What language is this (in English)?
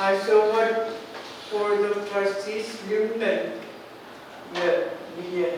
Pohnpeian